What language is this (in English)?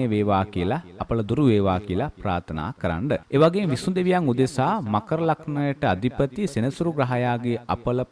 Sinhala